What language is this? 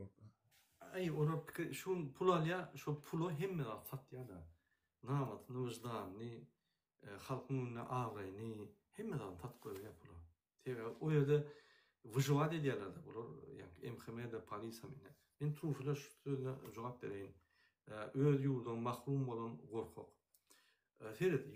Turkmen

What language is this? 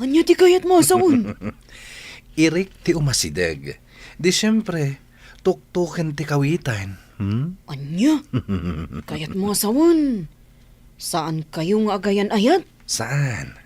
Iloko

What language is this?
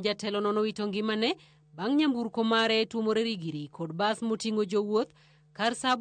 Luo (Kenya and Tanzania)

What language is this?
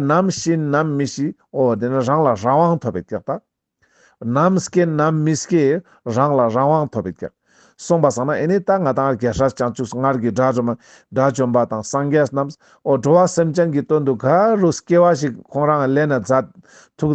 Ladakhi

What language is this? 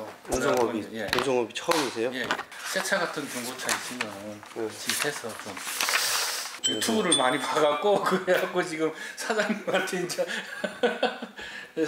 Korean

